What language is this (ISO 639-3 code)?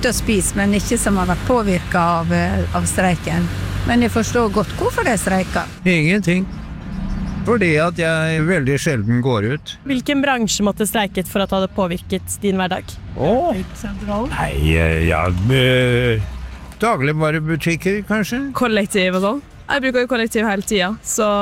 nor